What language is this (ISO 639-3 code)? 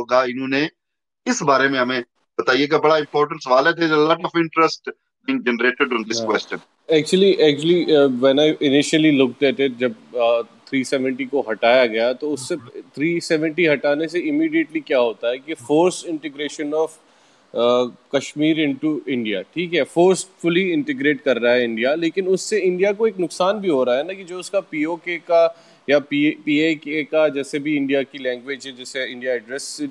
urd